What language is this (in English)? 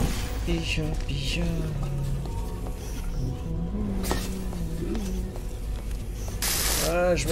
French